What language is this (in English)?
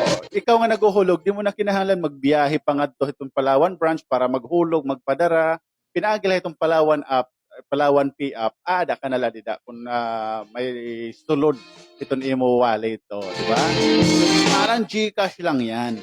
Waray